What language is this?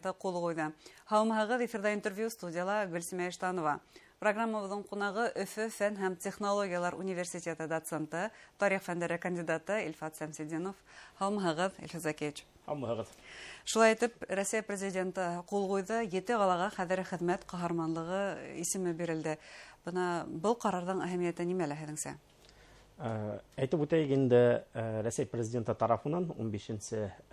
Bashkir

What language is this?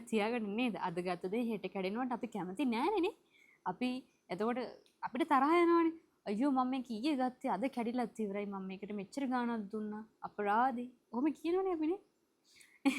Sinhala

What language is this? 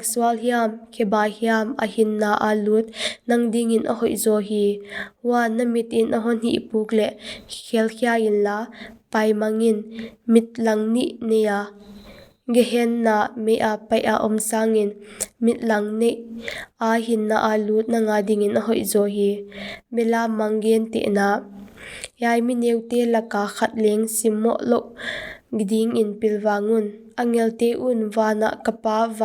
Paite Chin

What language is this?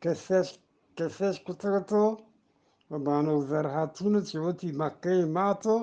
Eastern Balochi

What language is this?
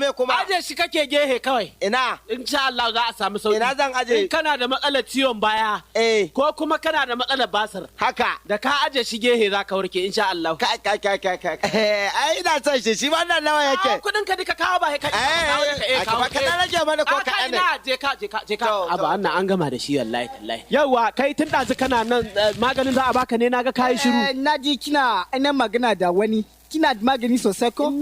Hausa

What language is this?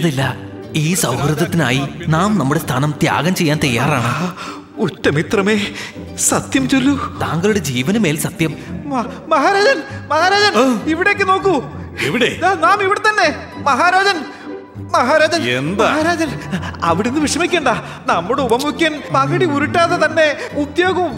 Malayalam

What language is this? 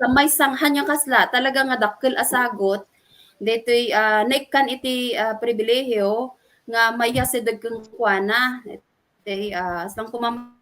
Iloko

